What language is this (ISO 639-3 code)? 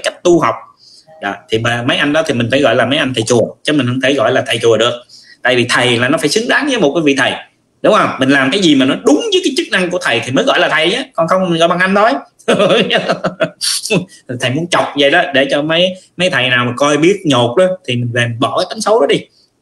vie